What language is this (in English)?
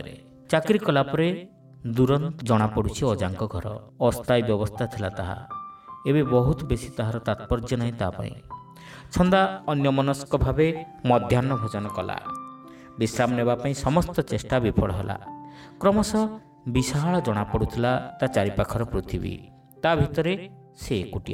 Odia